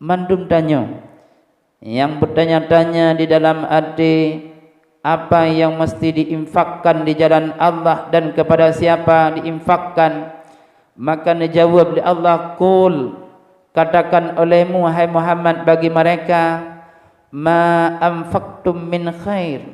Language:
Achinese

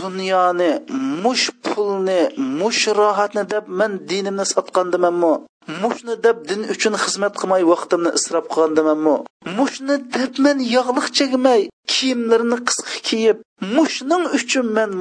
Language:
Uyghur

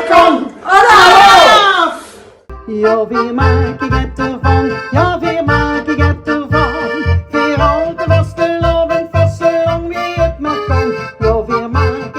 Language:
Limburgish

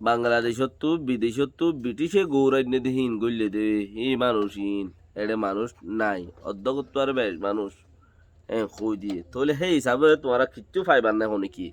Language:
Rohingya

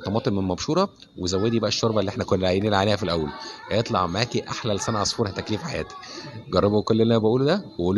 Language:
Egyptian Arabic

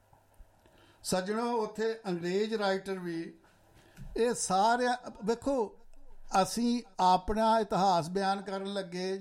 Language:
Punjabi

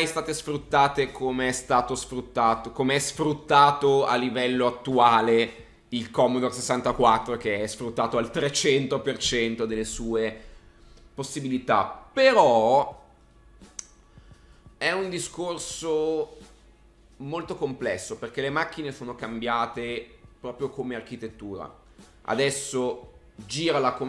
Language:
Italian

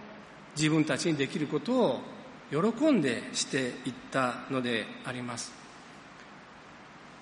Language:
Japanese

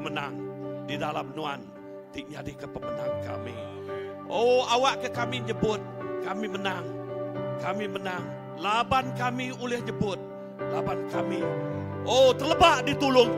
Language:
Iban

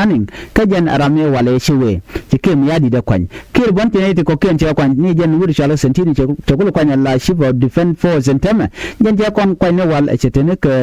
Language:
Nuer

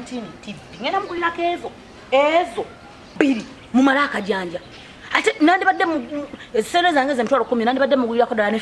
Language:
Ganda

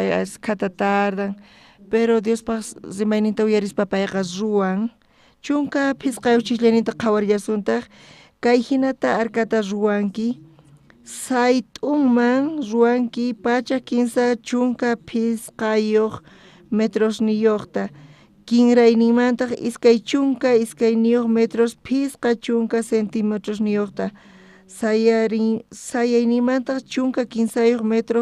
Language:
South Bolivian Quechua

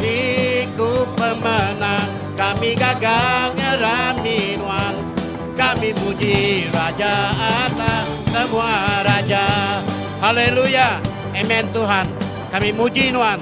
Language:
Iban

